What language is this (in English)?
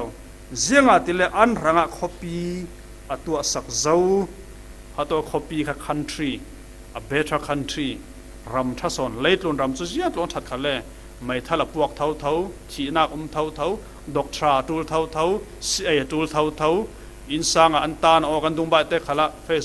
Falam Chin